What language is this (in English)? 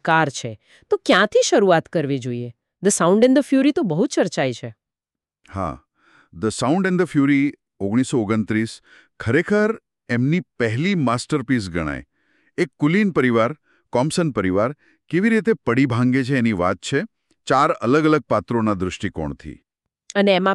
Gujarati